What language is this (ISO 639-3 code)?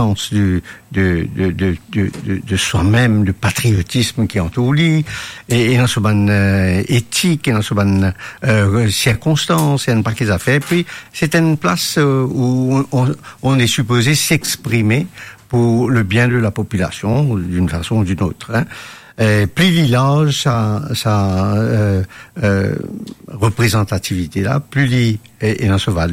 mfe